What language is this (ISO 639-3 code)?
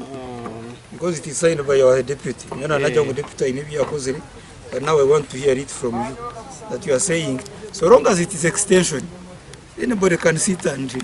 nyn